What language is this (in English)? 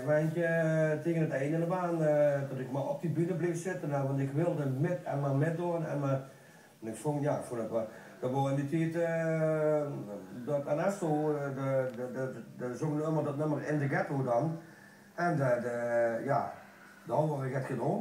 Limburgish